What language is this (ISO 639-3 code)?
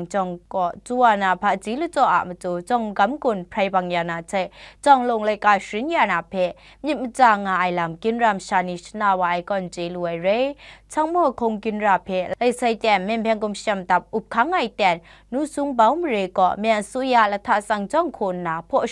kac